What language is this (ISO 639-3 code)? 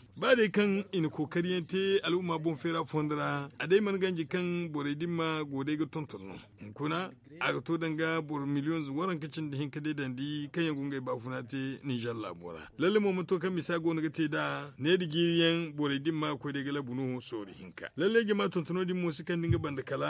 dje